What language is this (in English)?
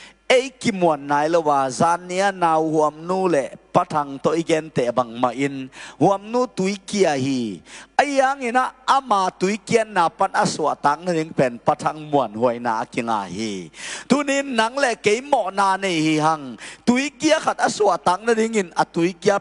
Tedim Chin